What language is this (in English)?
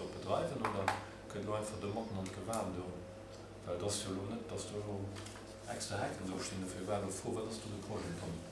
Luxembourgish